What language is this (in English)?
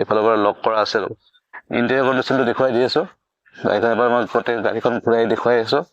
Assamese